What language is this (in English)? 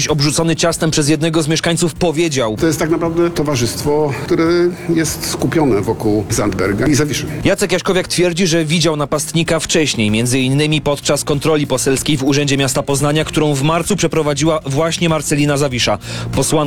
Polish